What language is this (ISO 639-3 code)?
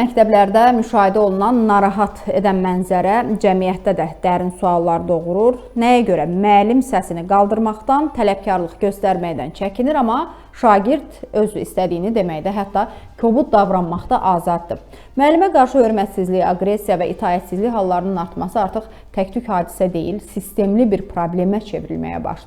aze